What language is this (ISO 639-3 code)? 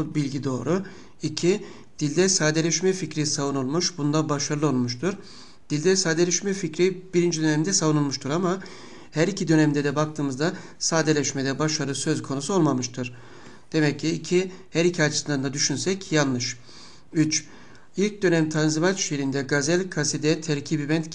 tur